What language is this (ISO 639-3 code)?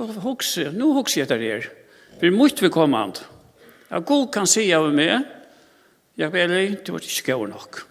fao